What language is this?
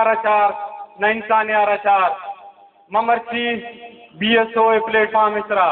Baluchi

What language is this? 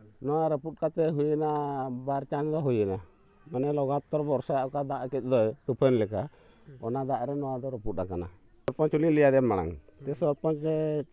Santali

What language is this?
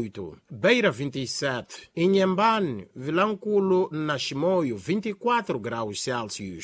Tsonga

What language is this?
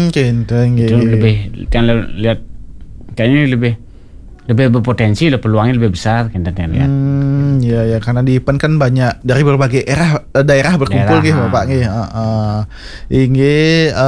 Indonesian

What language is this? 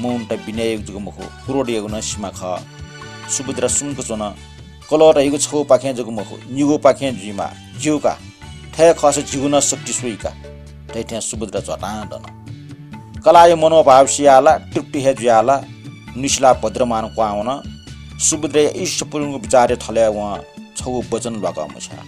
Newari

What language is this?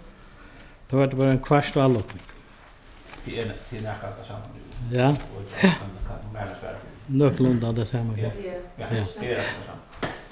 Faroese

